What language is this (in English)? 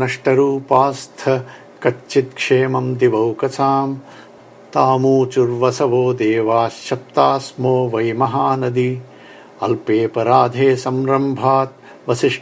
Sanskrit